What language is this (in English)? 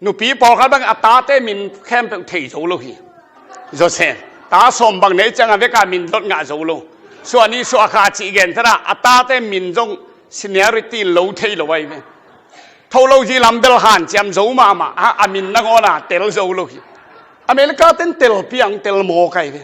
Tedim Chin